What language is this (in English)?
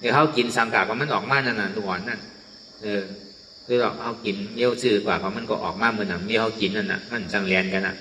Shan